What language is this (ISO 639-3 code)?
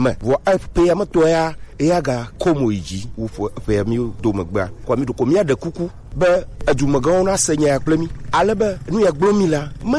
gej